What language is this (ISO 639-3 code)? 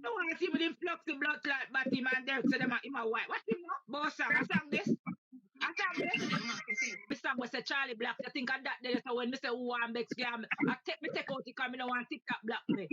jam